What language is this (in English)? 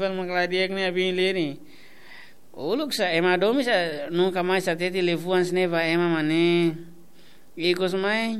Tetum